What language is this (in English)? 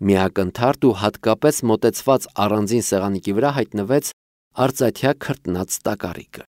Armenian